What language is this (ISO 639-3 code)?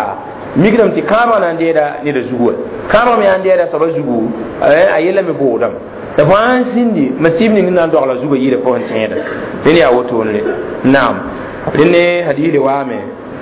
mos